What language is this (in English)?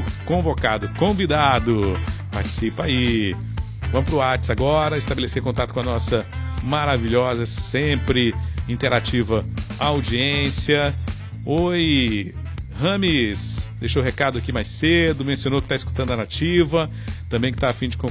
Portuguese